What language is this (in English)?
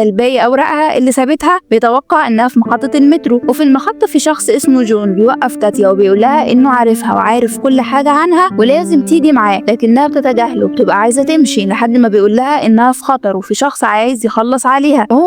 Egyptian Arabic